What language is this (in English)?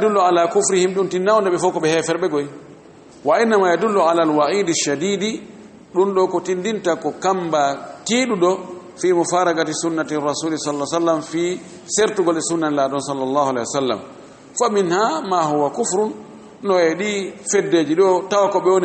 Fula